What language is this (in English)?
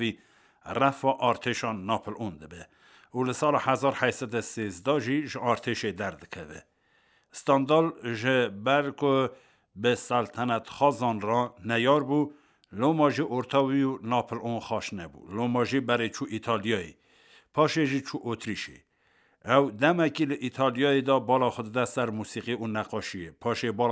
Kurdish